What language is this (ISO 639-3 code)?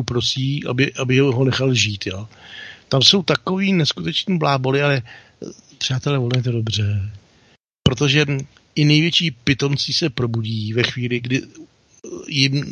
ces